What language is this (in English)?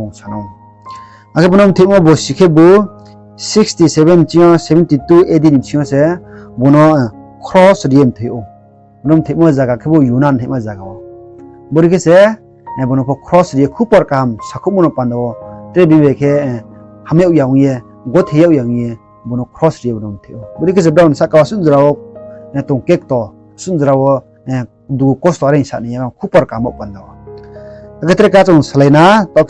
Riang (India)